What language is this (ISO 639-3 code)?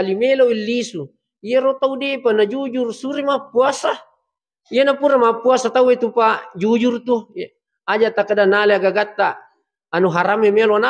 bug